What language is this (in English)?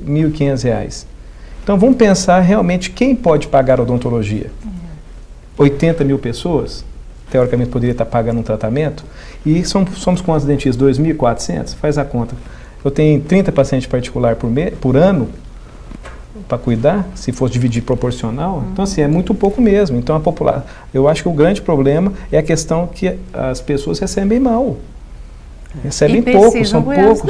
Portuguese